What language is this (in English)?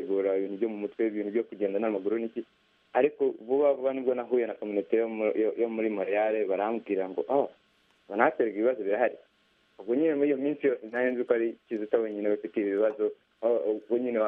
Kinyarwanda